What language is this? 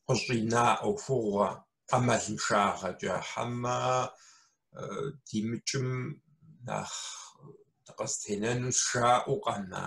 Kabardian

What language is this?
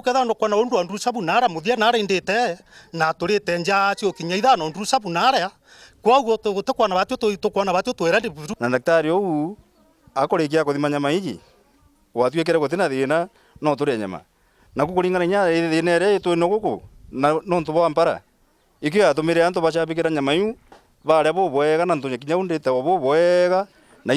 Meru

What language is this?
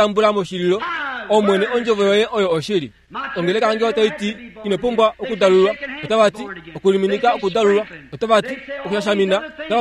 Kuanyama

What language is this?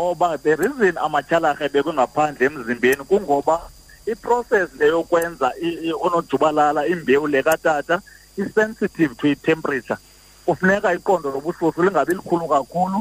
Xhosa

